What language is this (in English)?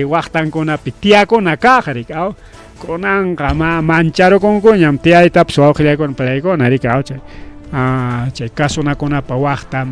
Ayacucho Quechua